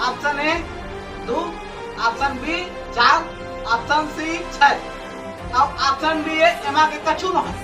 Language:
Chhattisgarhi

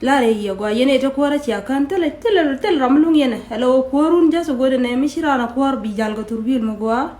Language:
Nuer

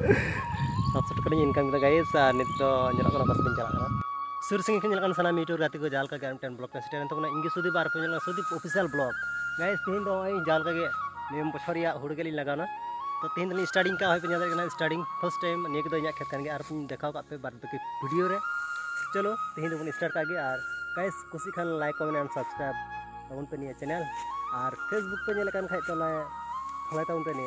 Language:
Santali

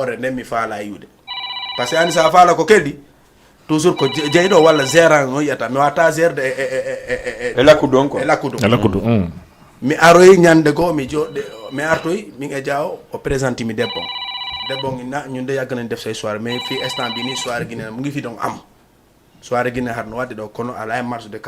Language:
Fula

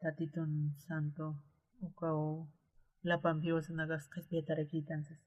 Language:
Aymara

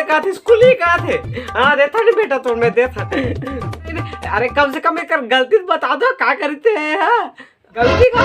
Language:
Chhattisgarhi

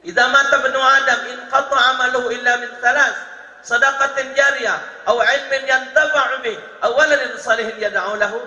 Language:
Musi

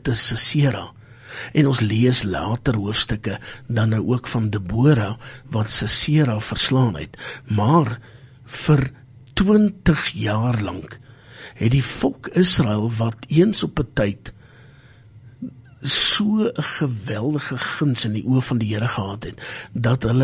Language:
Afrikaans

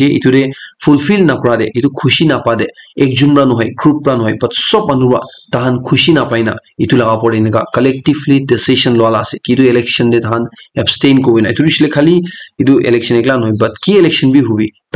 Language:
Naga Pidgin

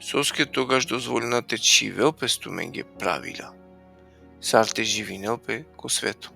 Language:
Balkan Romani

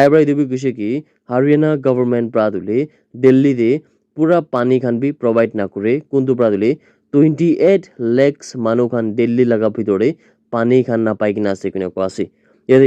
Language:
Naga Pidgin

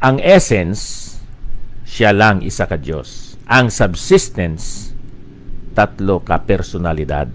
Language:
Hiligaynon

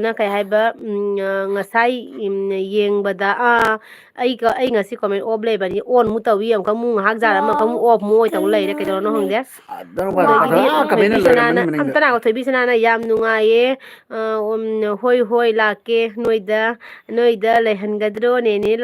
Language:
Manipuri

